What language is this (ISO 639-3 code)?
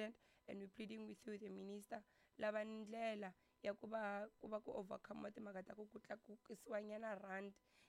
tso